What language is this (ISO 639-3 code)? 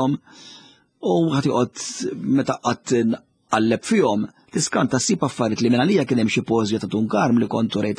mlt